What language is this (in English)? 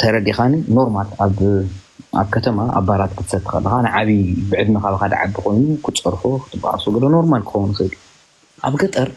Tigrinya